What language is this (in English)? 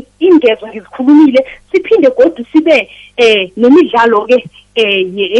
South Ndebele